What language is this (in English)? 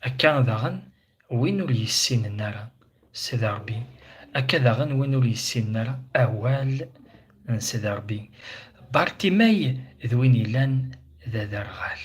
Kabyle